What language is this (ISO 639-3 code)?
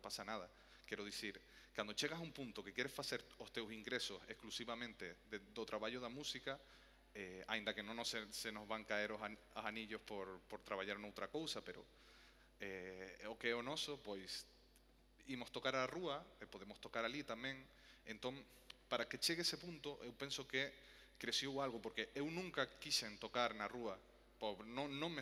glg